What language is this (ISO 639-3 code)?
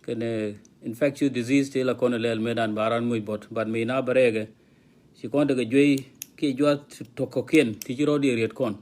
nus